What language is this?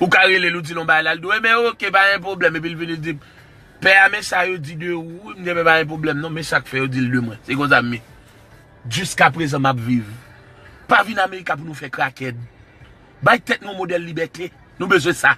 Haitian Creole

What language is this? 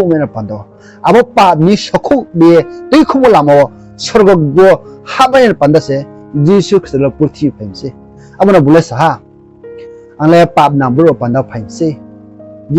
Riang (India)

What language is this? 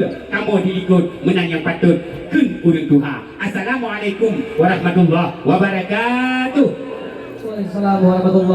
Achinese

